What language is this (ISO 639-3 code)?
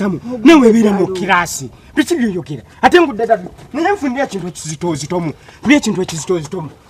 lug